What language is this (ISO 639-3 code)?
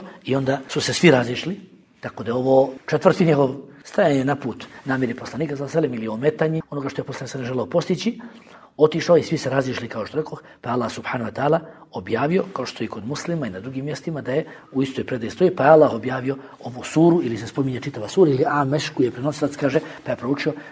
bos